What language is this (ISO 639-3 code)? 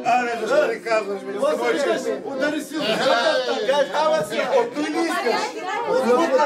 bul